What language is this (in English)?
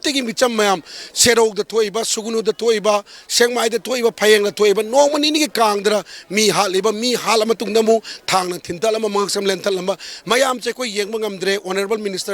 Manipuri